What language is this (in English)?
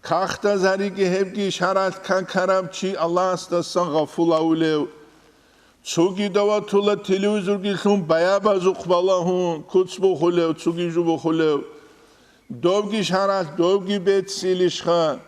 Avaric